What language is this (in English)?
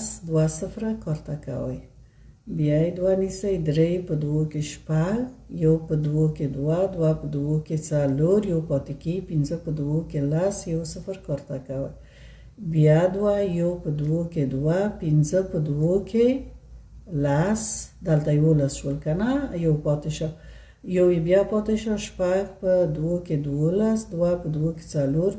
Pashto